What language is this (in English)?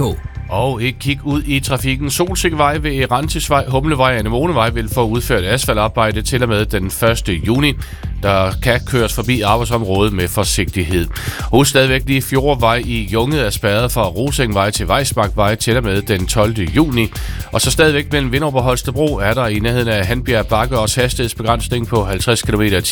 Danish